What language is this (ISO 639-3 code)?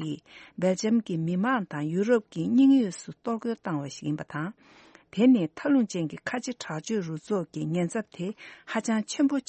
bod